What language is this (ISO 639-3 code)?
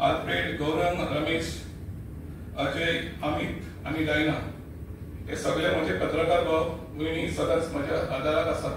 kok